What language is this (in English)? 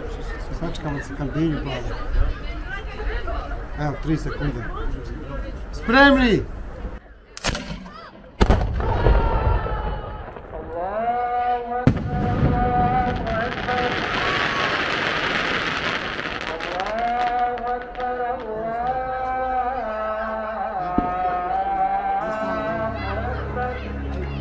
Bosnian